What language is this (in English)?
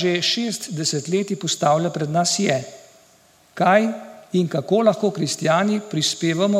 Slovenian